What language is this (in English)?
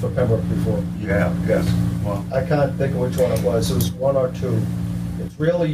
English